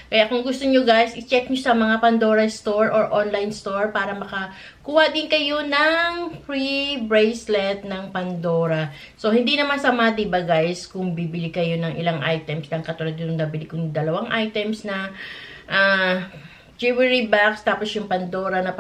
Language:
Filipino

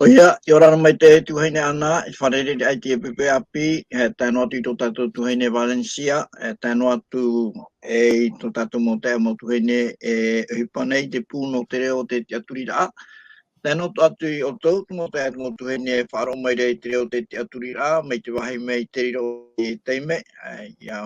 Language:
Tahitian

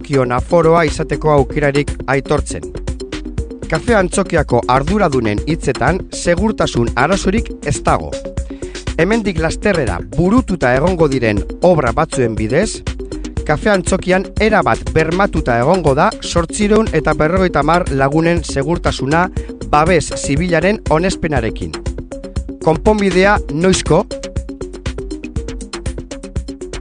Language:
Basque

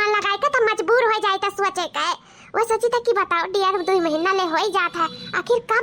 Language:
Awadhi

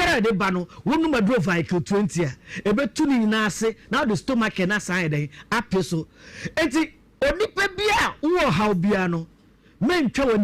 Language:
Akan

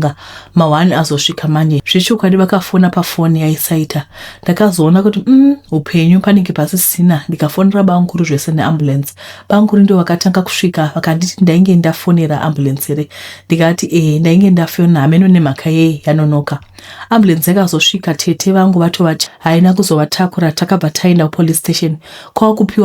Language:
Shona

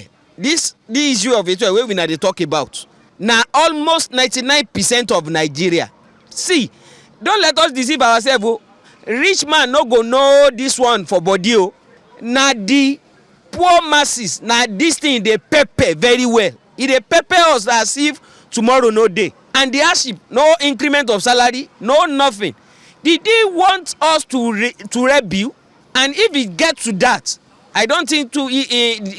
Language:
Nigerian Pidgin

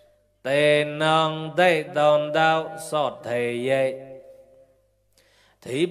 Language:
Mon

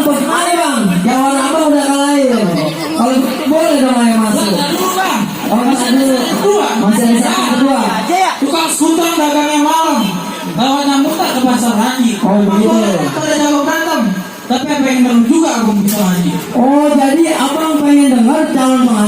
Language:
Betawi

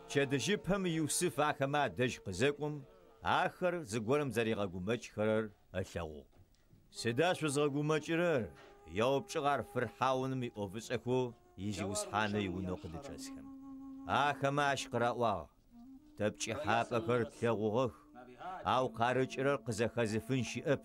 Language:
Adyghe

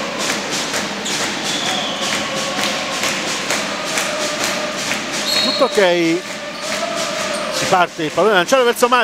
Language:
Italian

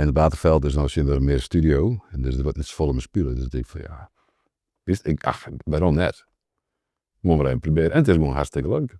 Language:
Western Frisian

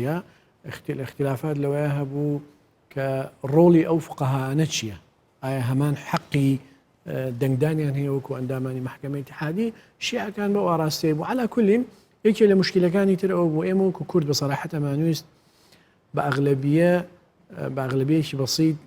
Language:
Central Kurdish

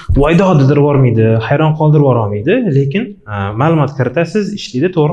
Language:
Uzbek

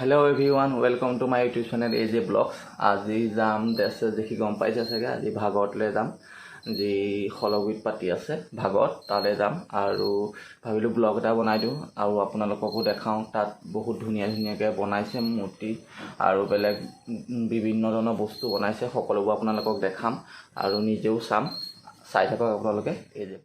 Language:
Assamese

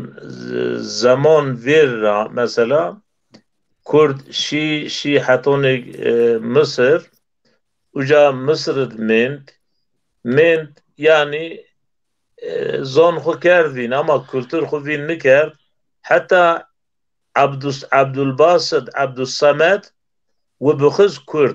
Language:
Zaza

